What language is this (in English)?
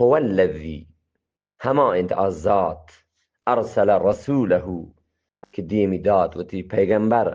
Eastern Balochi